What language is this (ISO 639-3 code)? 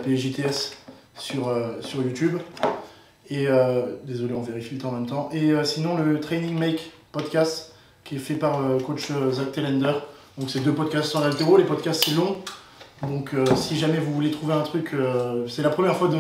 fra